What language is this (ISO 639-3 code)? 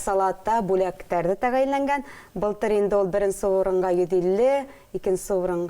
bak